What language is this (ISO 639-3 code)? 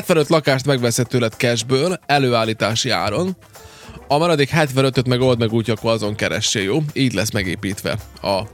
hun